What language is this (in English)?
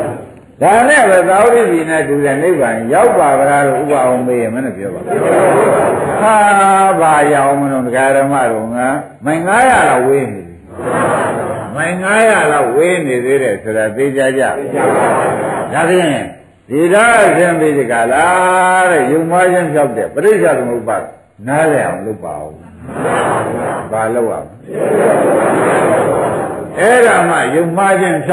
Burmese